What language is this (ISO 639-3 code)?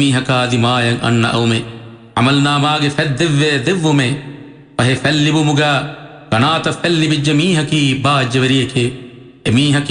div